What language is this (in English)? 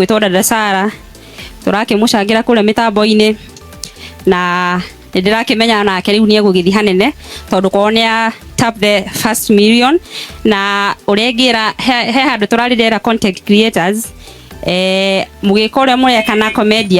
Kikuyu